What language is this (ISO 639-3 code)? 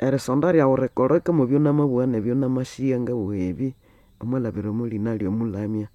nnb